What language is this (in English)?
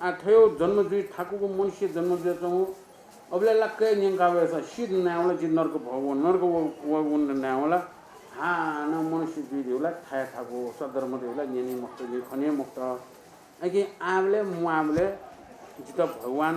Newari